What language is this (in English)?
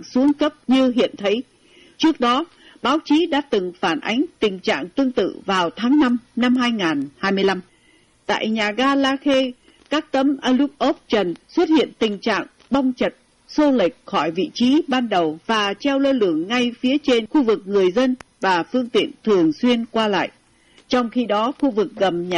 Vietnamese